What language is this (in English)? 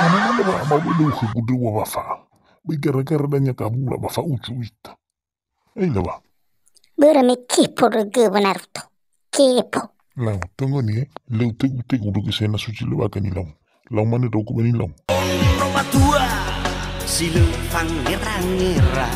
Nias